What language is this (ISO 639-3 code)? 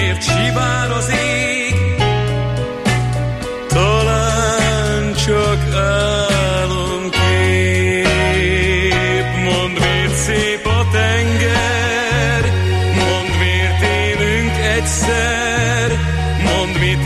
hun